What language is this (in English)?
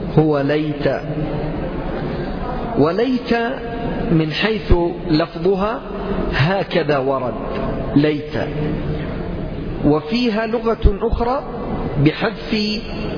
Arabic